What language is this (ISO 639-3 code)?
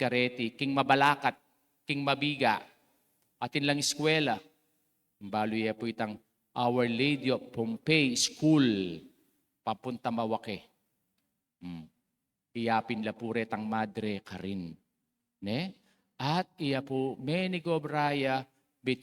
pam